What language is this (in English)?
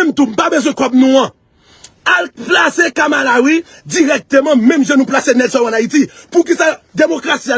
Haitian Creole